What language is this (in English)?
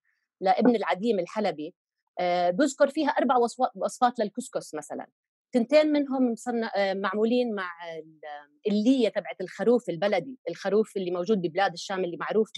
North Levantine Arabic